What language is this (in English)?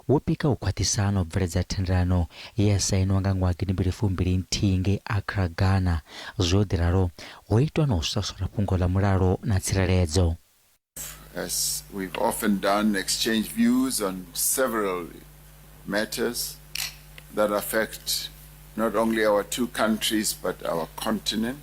Venda